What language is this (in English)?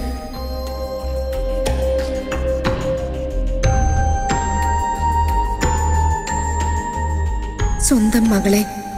Malayalam